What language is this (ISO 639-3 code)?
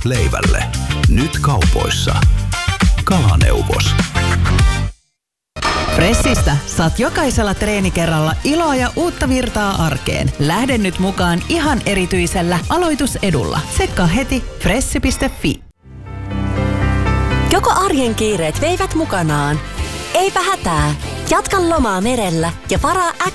fin